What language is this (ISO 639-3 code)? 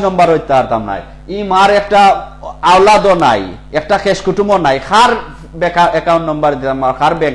syl